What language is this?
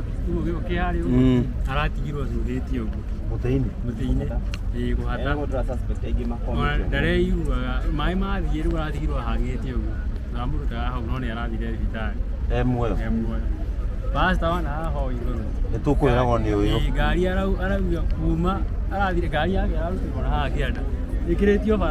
Kikuyu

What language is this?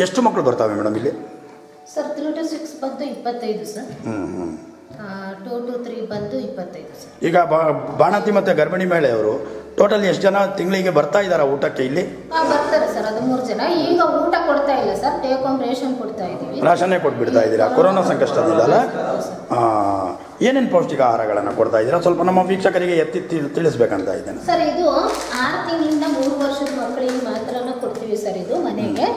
Kannada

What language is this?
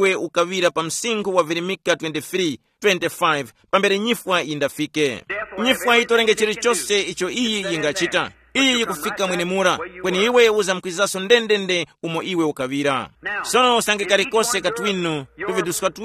Tumbuka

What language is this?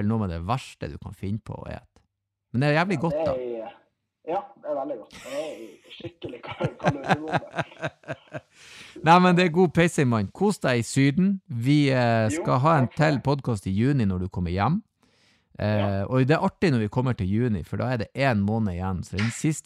Norwegian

